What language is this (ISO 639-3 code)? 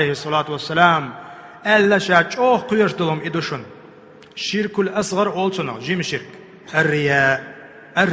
che